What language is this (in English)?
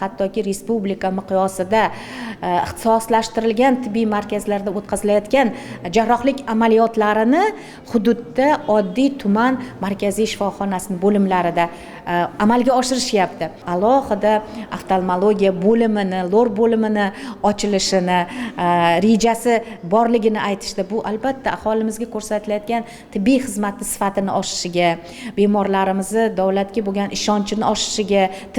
Uzbek